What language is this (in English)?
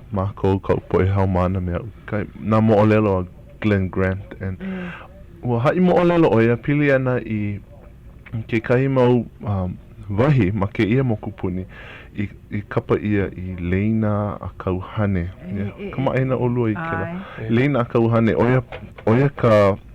Hawaiian